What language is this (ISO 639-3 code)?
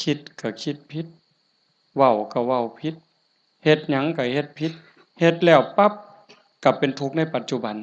tts